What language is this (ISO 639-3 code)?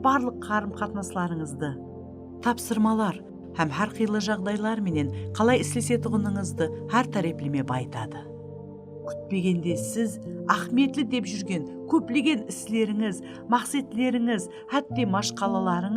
kaa